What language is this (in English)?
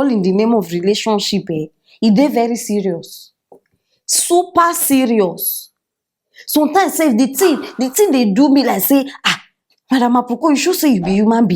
Nigerian Pidgin